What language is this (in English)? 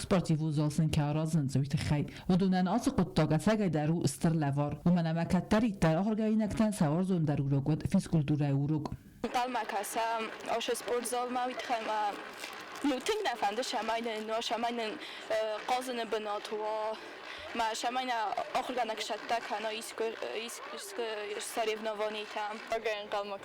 Ossetic